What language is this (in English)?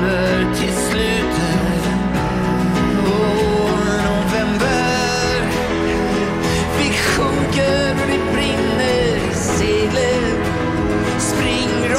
Swedish